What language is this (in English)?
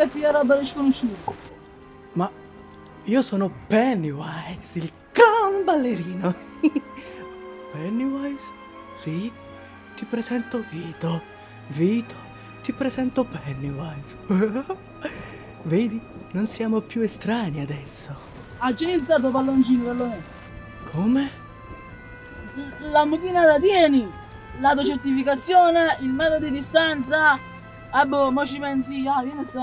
Italian